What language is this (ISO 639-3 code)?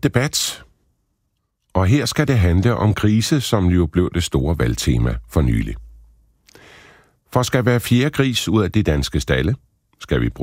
dan